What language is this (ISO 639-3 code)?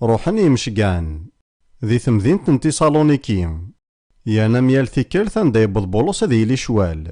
kab